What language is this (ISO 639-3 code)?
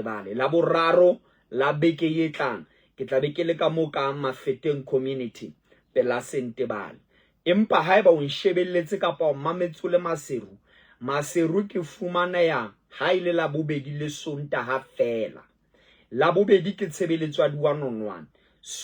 sot